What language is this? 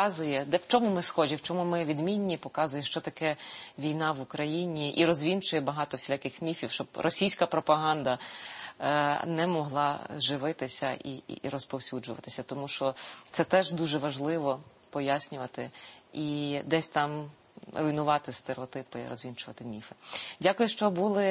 Ukrainian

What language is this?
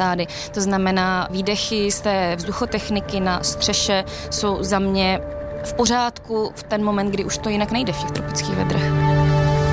Czech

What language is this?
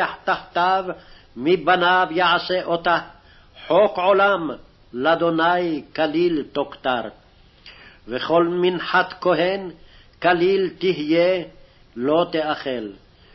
Hebrew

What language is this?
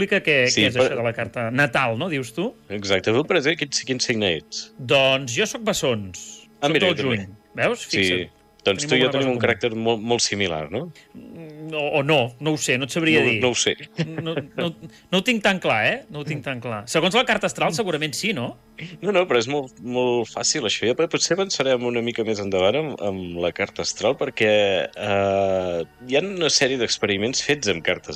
Catalan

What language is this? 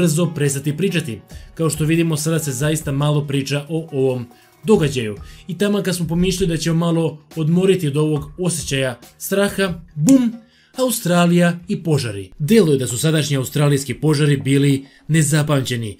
Serbian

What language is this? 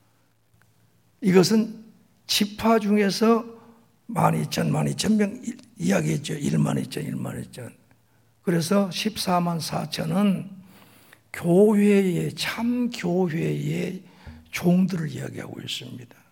Korean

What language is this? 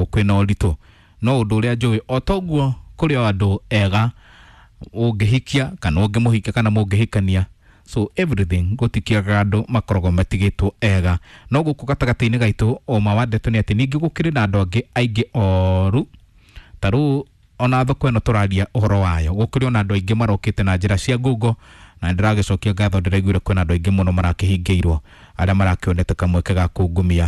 Kikuyu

